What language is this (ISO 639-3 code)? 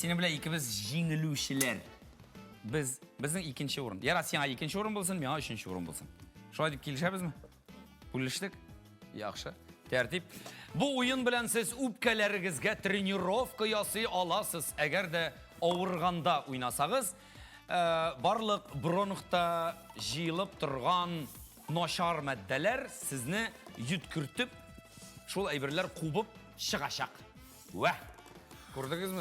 tat